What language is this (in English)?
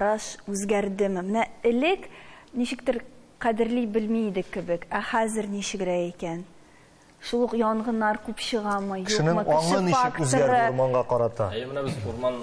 Tatar